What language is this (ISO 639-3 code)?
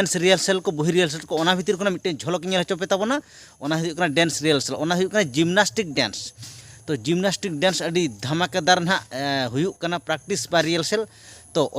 sat